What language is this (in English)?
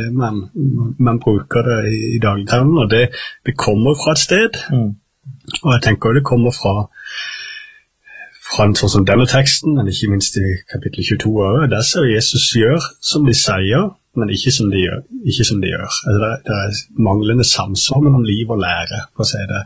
Norwegian